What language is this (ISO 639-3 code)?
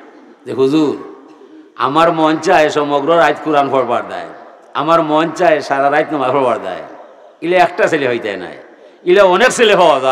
syl